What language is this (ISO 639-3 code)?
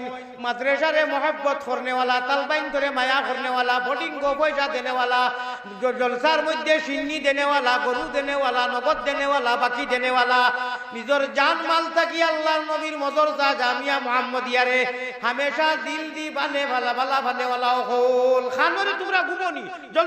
syl